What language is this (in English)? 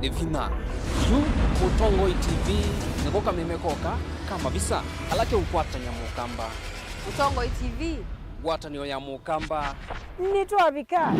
Kamba